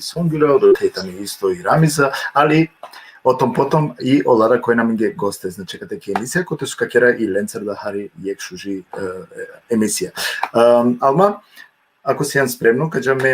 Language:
Balkan Romani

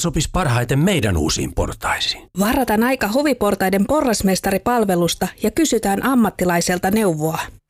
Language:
Finnish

